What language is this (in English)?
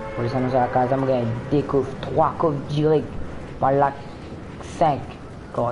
Morisyen